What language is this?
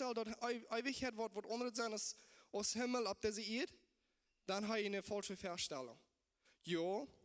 Plautdietsch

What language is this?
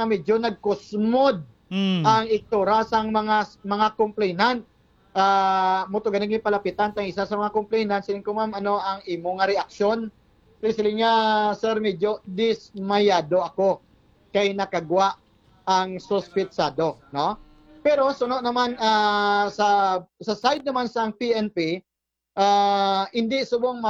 Hiligaynon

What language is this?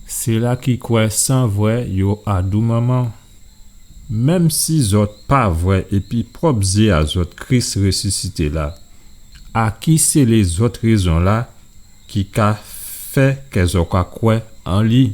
Guadeloupean Creole French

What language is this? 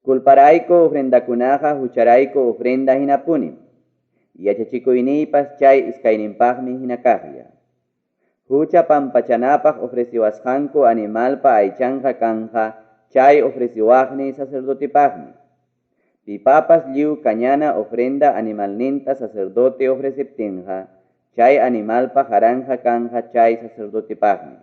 Ayacucho Quechua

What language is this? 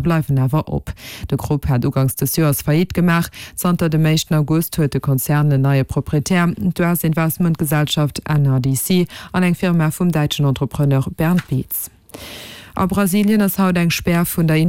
Luxembourgish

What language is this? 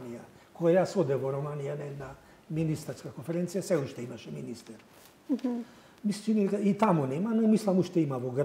Macedonian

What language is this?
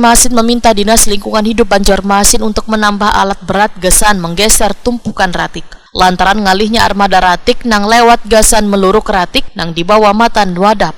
Banjar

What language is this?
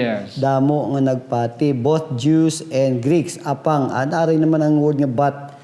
Hiligaynon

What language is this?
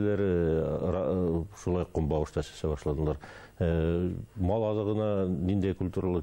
Bashkir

